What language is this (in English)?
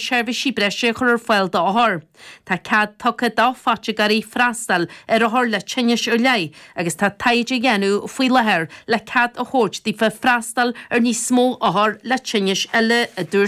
Irish